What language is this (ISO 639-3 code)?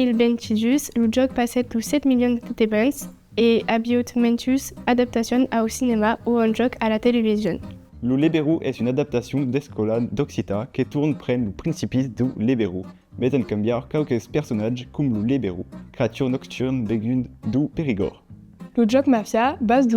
oci